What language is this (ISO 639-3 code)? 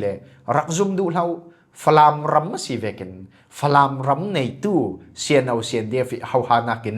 cfm